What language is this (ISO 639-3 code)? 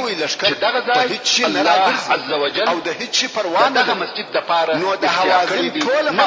pus